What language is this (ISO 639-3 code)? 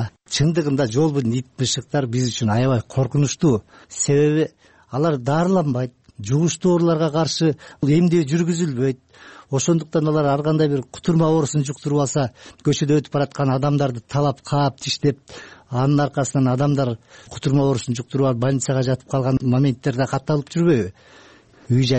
kir